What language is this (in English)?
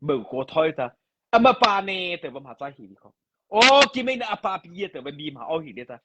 Mara Chin